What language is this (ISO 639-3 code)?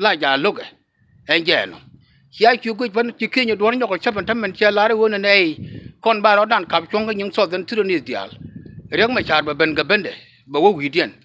nus